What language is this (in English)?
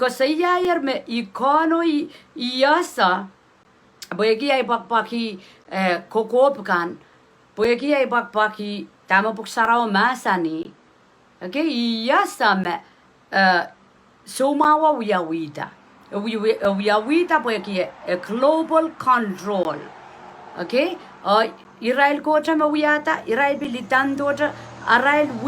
Pohnpeian